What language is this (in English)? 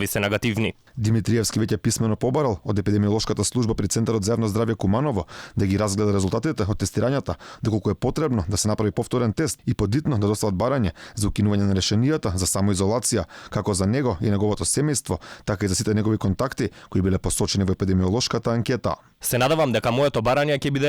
Macedonian